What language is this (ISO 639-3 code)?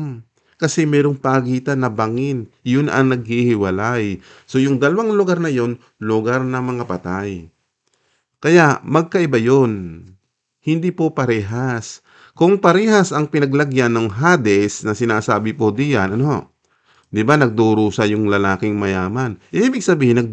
fil